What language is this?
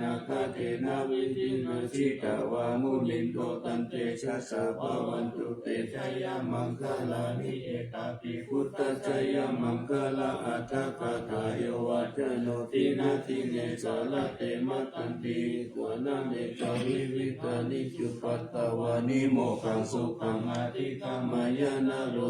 Pali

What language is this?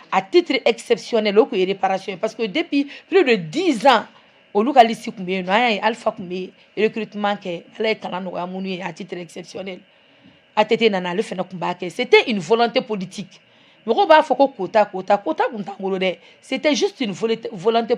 Bambara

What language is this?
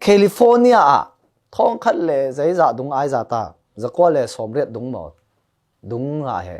Falam Chin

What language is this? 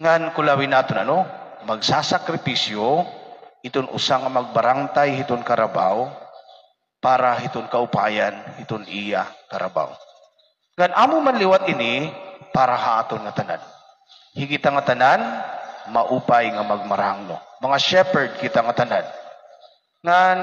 Waray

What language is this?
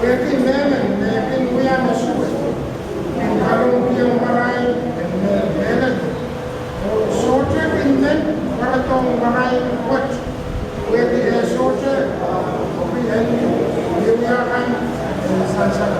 Pohnpeian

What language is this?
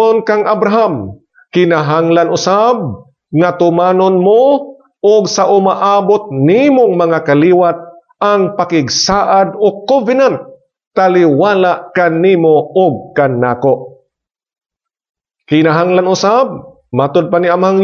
Cebuano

